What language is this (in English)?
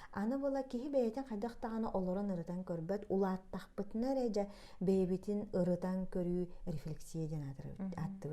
Yakut